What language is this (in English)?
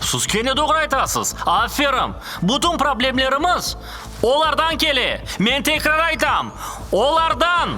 Crimean Tatar